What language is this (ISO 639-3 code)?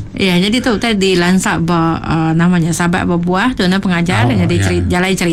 iba